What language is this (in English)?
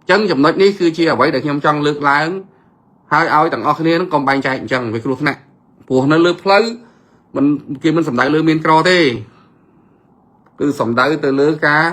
Khmer